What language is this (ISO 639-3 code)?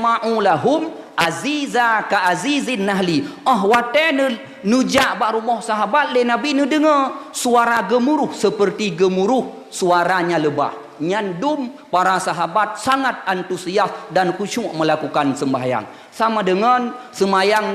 ace